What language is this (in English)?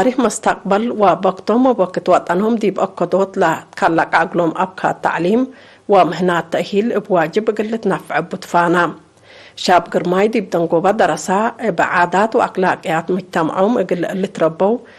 Tigre